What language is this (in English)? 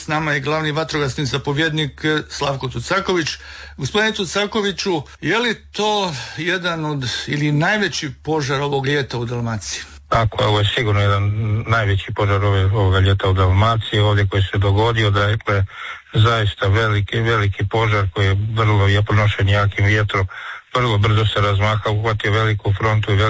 Croatian